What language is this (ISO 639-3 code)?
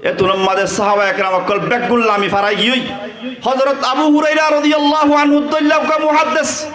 rhg